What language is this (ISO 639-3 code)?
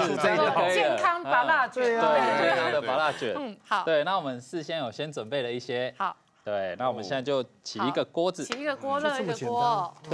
zho